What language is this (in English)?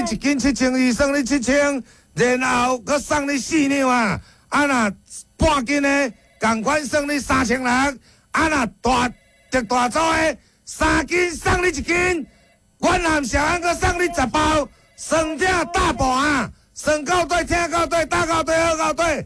Min Nan Chinese